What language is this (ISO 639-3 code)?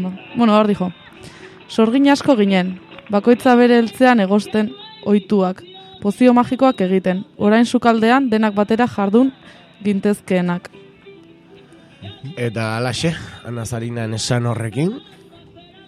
eus